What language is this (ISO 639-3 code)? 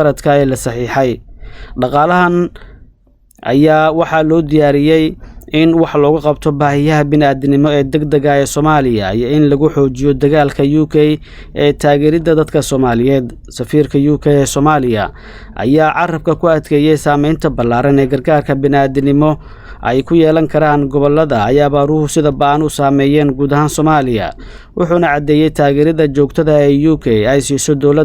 som